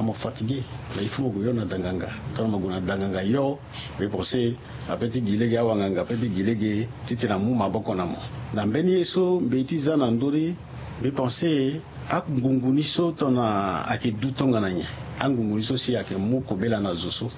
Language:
Sango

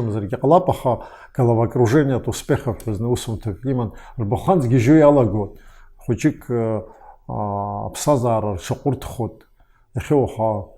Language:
Abkhazian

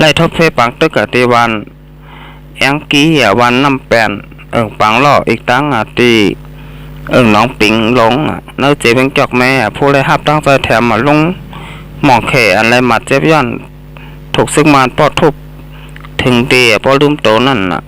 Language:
Shan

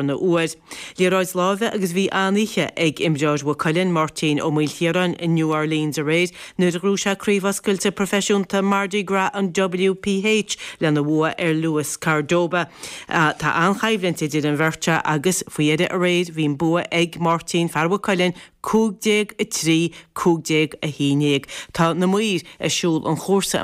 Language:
Irish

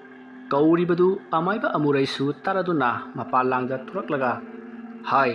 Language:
Manipuri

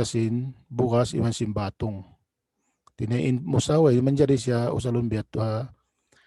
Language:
Tausug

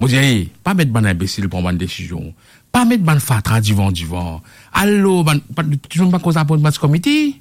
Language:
Morisyen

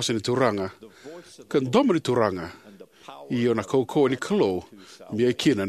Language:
Fijian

